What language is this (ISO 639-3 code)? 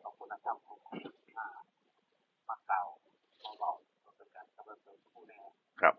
tts